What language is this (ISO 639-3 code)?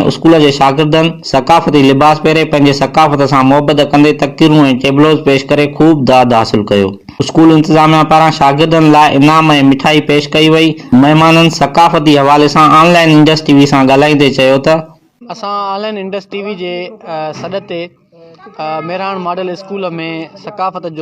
snd